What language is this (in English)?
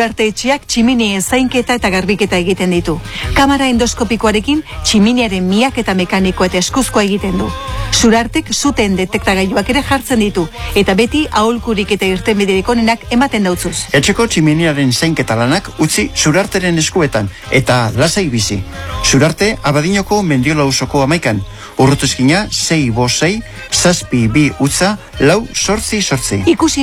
Basque